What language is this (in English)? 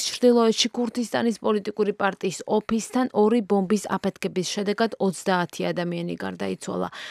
Georgian